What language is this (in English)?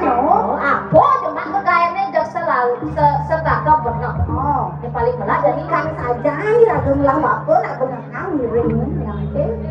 Balinese